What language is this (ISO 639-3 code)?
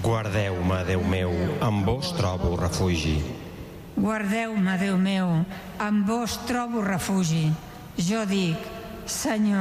cat